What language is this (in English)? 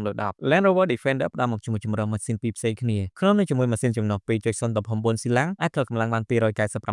Khmer